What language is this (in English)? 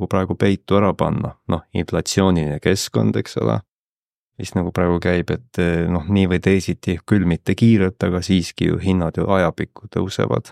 Estonian